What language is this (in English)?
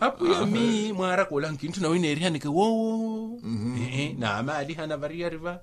Makhuwa